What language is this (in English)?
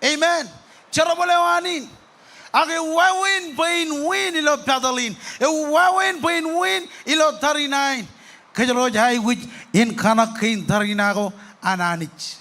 Marshallese